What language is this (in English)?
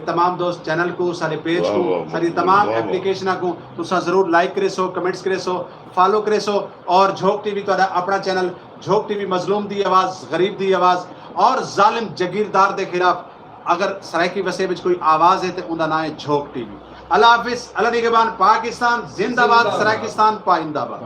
Saraiki